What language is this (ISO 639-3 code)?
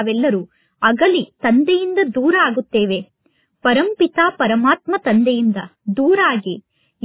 kan